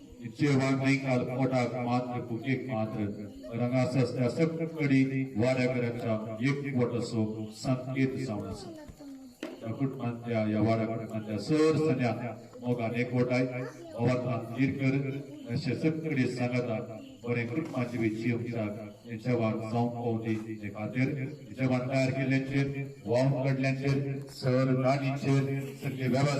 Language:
Konkani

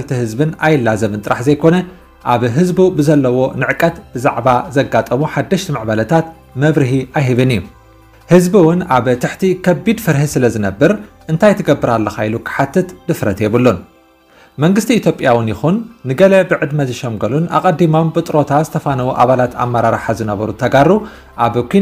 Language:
Tigrinya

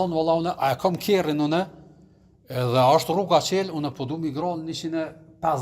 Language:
Albanian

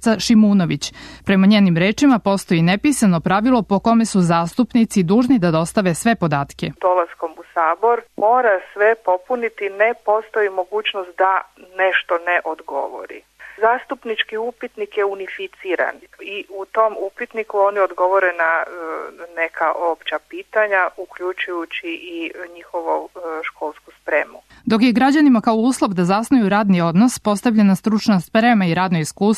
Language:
Serbian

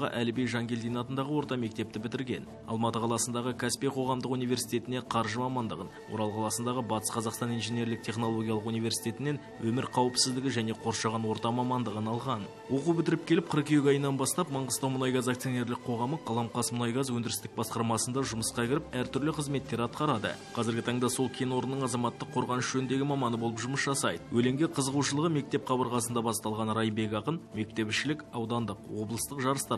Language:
Kazakh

